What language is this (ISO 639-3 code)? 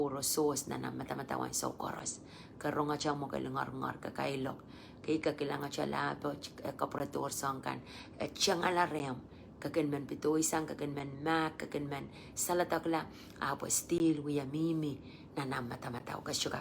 pon